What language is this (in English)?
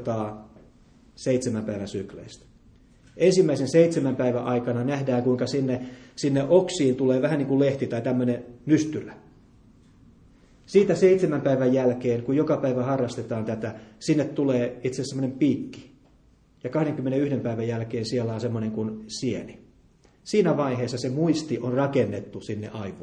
Finnish